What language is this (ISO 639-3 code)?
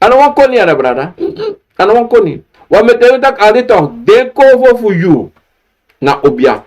srn